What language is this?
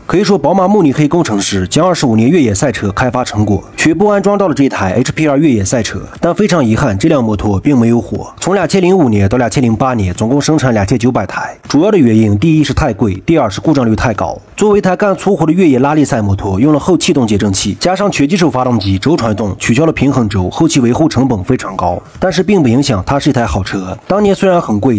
Chinese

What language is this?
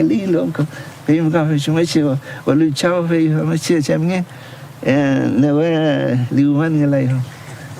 Mapuche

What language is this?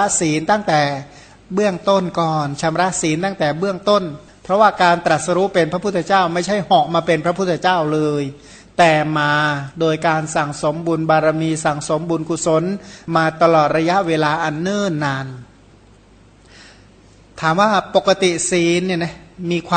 Thai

